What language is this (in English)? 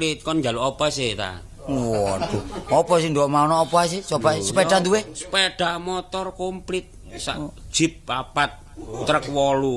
Javanese